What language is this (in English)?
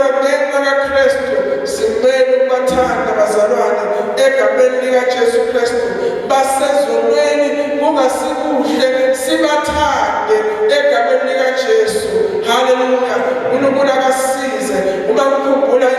Zulu